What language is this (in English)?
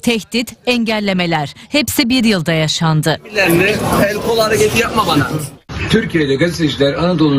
Turkish